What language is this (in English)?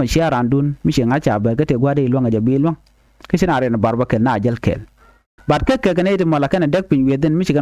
Nuer